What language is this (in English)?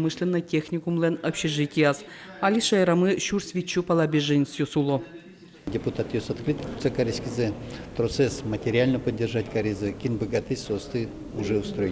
Udmurt